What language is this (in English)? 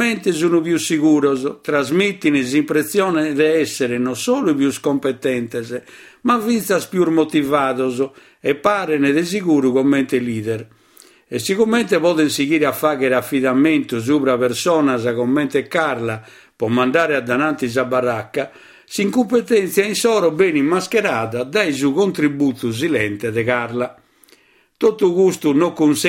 Sardinian